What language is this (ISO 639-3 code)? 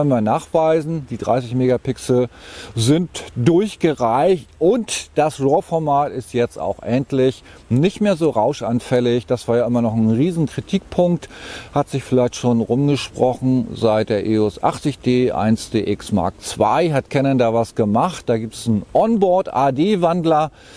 deu